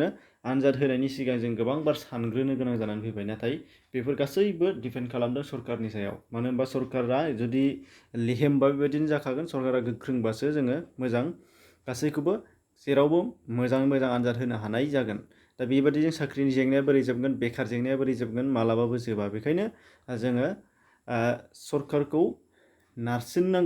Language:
Bodo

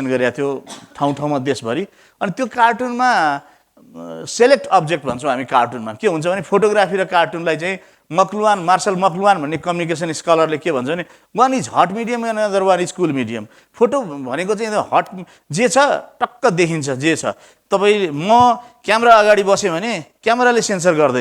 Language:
Nepali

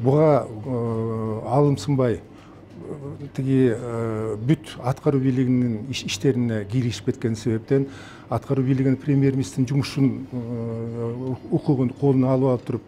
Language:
Kyrgyz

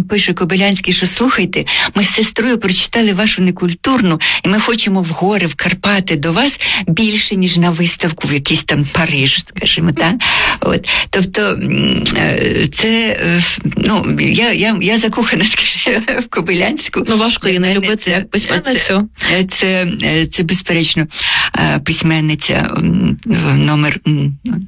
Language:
Ukrainian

